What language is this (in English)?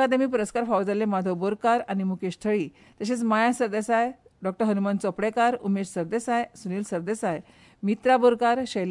Konkani